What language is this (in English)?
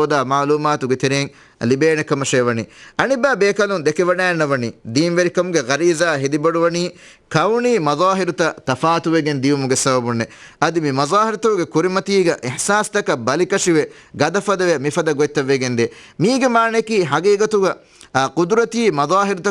Divehi